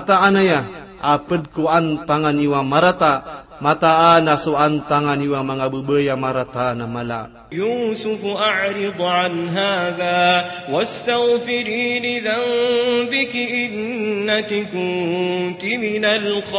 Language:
Maranao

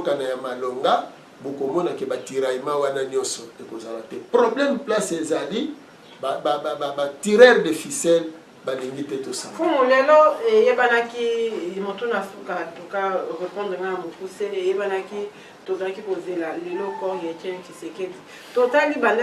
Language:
Lingala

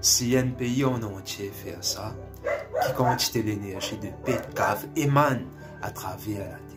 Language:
Morisyen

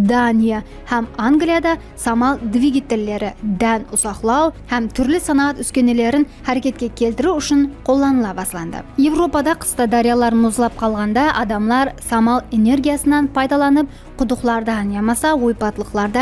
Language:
Kara-Kalpak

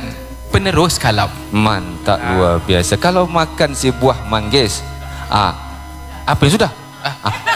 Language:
Malay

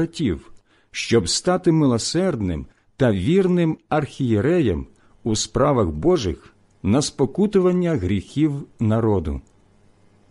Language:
Ukrainian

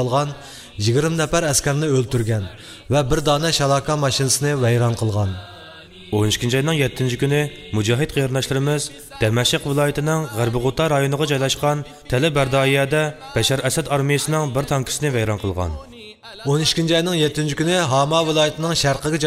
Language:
Uyghur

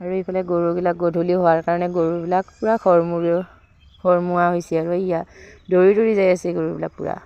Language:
Assamese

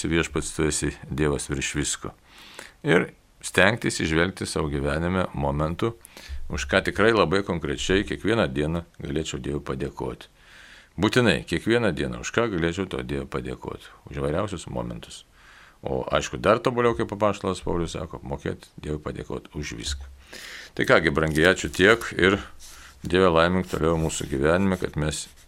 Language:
Lithuanian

